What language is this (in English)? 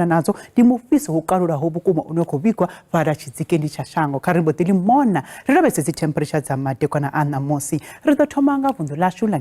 Venda